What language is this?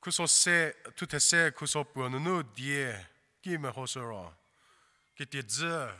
Angami Naga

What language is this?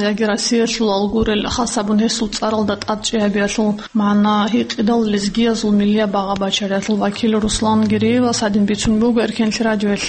Avaric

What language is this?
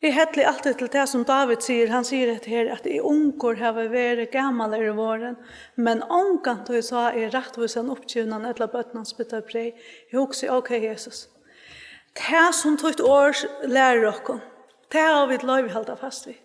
Faroese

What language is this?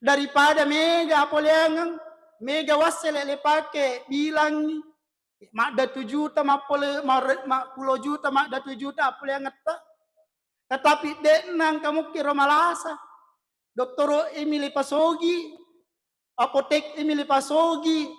Buginese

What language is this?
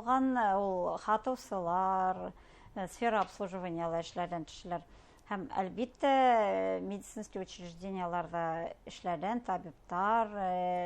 Bashkir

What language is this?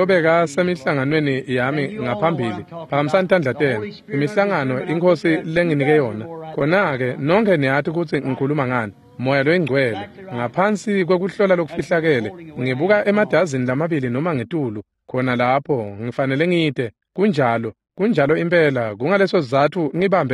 Swati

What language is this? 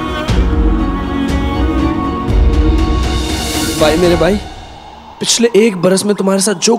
Hindi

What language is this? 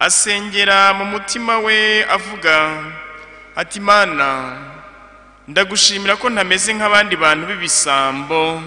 Kinyarwanda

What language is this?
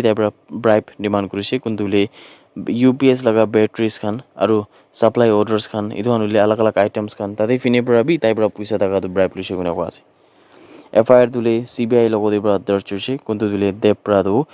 Naga Pidgin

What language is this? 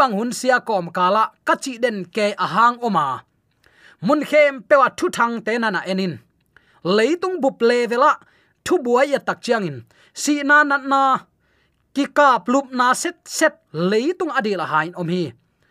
Tedim Chin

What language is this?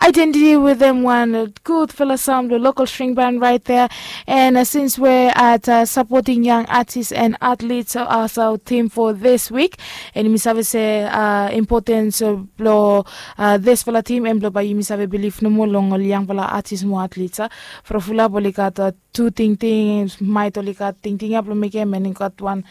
Bislama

